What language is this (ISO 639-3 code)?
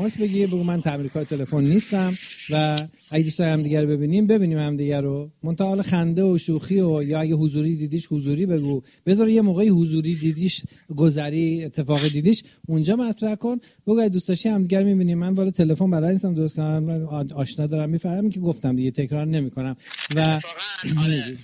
fas